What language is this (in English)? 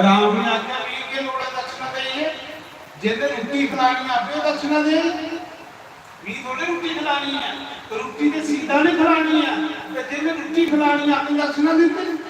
Dogri